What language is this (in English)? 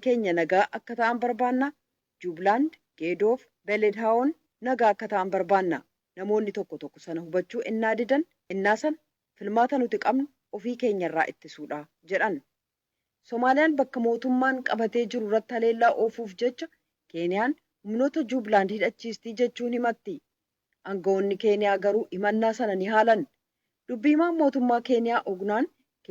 Oromo